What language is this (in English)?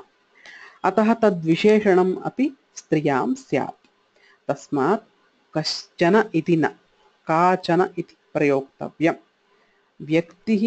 Sanskrit